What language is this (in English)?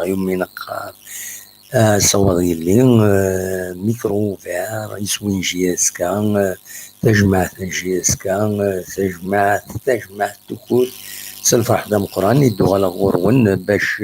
Kabyle